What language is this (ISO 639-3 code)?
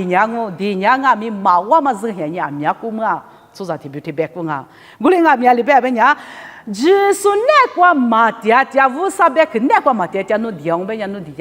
lis